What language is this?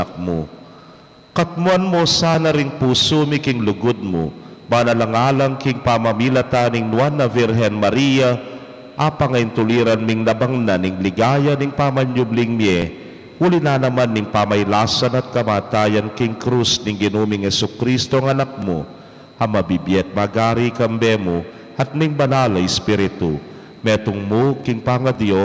Pampanga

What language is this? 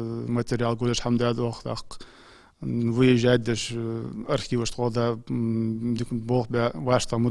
Ingush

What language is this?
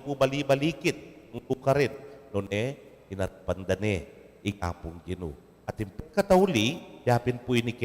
Pampanga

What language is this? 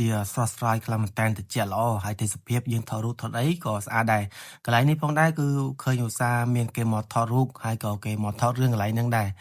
Khmer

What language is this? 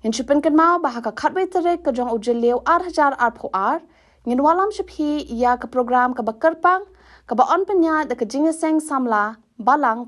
Khasi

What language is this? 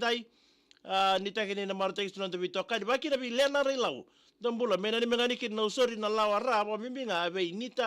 Fijian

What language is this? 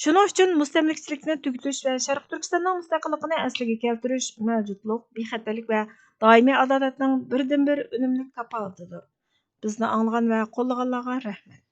Uyghur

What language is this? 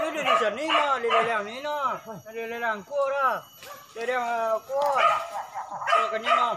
Minangkabau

